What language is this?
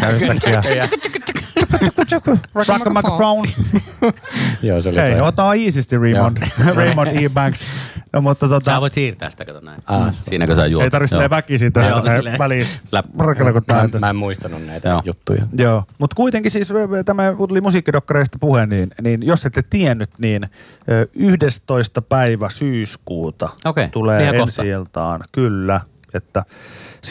Finnish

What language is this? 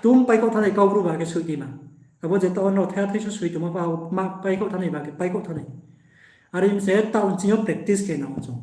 Riang (India)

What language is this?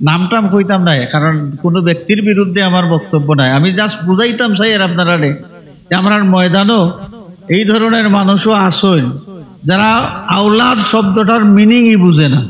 Sylheti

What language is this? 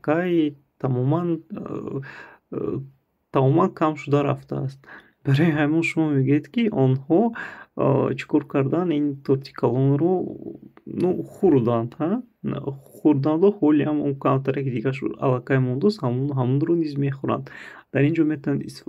Tajik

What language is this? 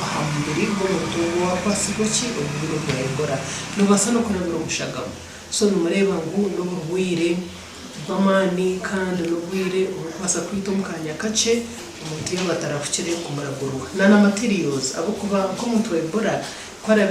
Nyankole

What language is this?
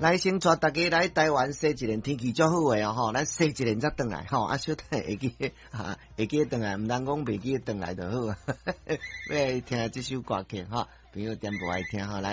Min Nan Chinese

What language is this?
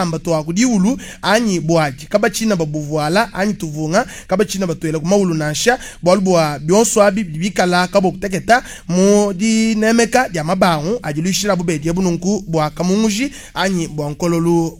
Luba-Lulua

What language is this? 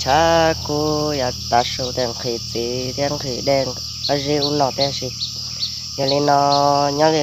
Hmong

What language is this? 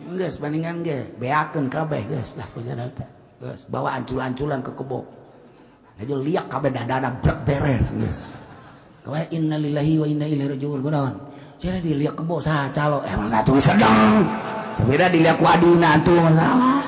Sundanese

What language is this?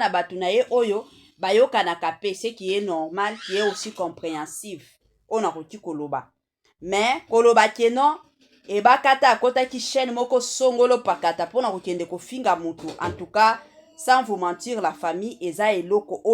Lingala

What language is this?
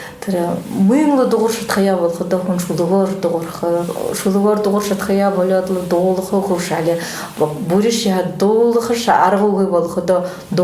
Buriat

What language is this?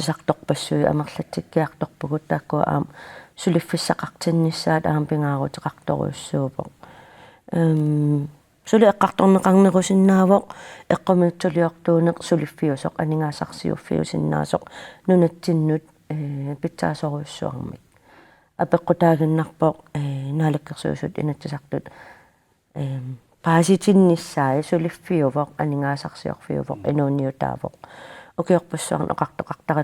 Kalaallisut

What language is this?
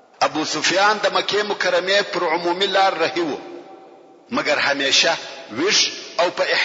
Pashto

